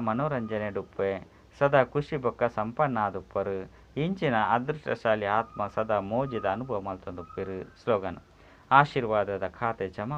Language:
Tulu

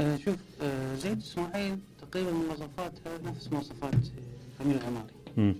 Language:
Mesopotamian Arabic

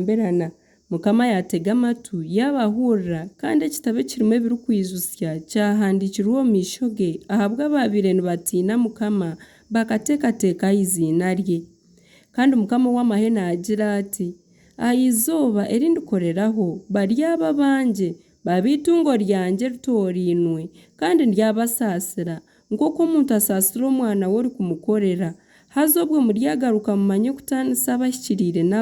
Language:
Nyankole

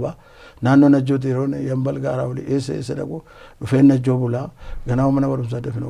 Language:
Oromo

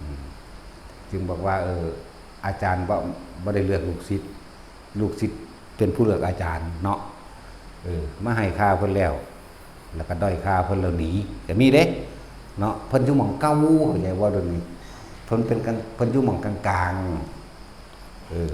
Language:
Northeastern Thai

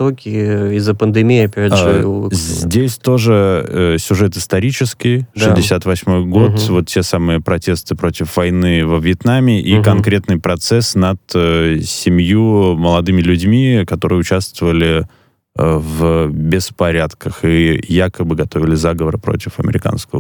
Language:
Russian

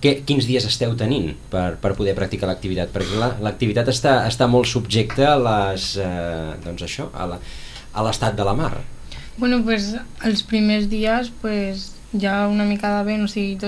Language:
Catalan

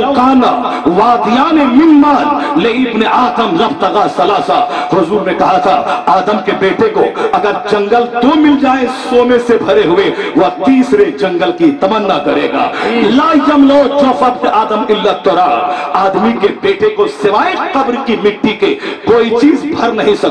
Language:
Urdu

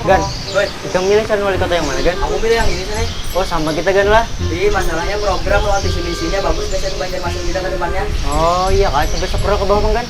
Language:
Banjar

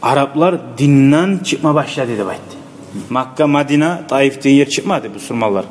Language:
Kumyk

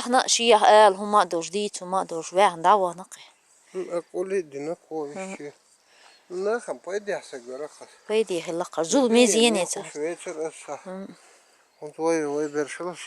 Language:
Chechen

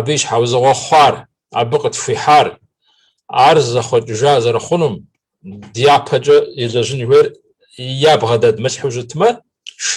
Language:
Kabardian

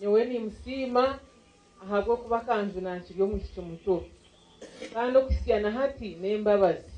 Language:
Nyankole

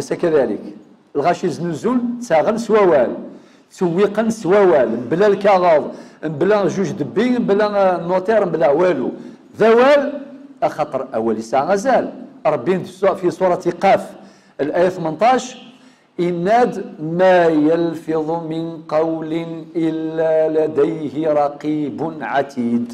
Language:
Kabyle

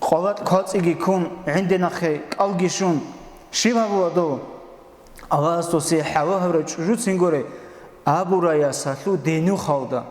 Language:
Avaric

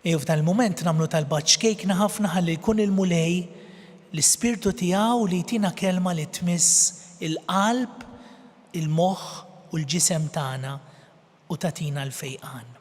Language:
Maltese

